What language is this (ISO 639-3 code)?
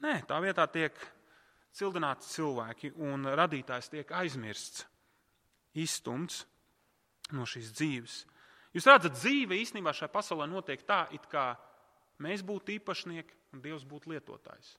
lav